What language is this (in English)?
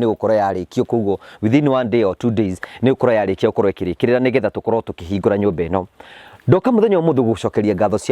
Kikuyu